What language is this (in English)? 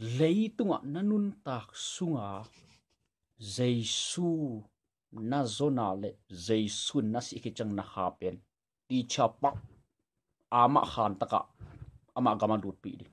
Tedim Chin